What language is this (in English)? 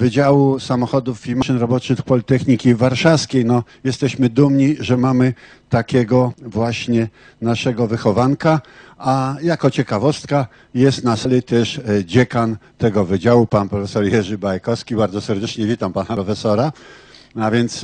Polish